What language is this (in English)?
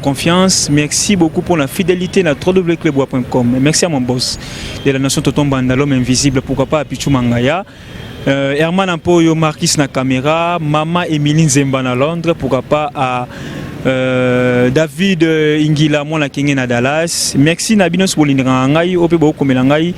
Lingala